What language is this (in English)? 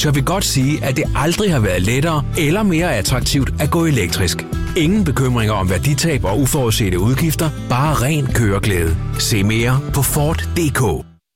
Danish